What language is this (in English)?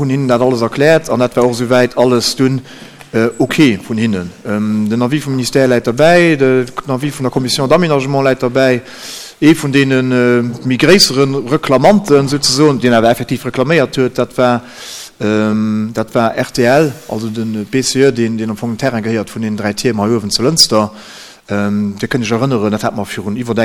Luxembourgish